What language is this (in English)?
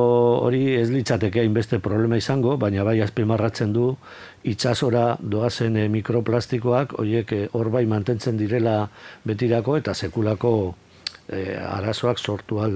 Basque